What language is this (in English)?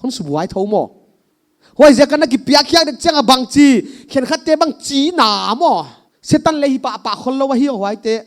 Paite Chin